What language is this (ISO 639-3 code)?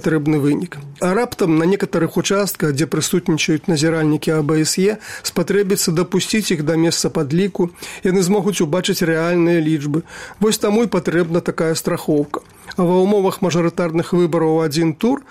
bel